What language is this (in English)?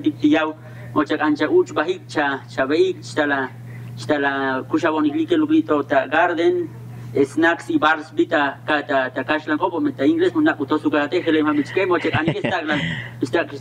Tzotzil